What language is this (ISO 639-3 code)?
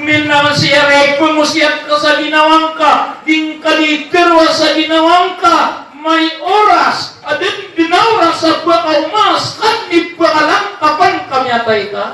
mrw